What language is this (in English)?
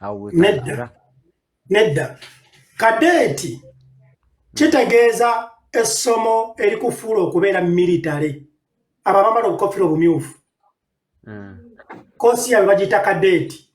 Ganda